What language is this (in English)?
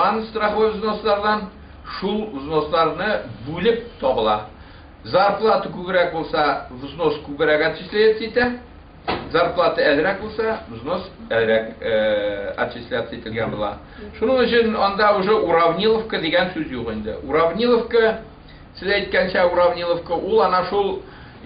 Bashkir